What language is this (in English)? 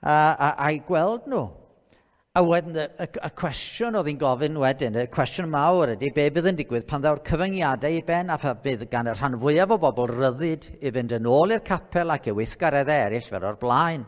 Welsh